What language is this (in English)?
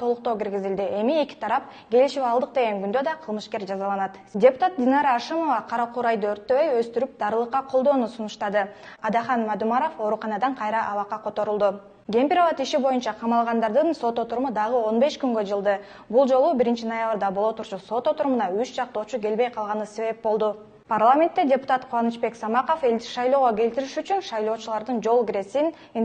Kyrgyz